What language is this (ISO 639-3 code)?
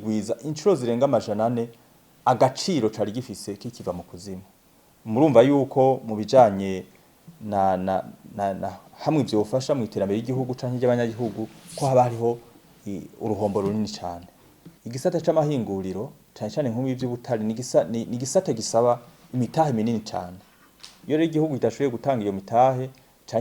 run